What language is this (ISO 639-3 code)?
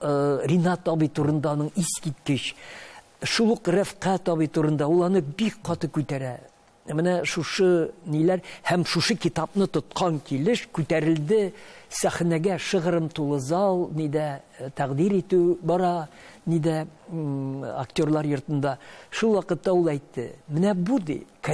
tat